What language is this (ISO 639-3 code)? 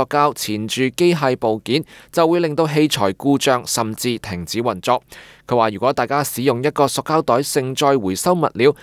yue